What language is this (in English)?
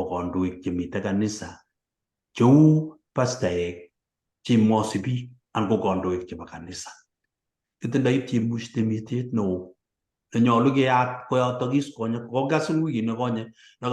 Kalenjin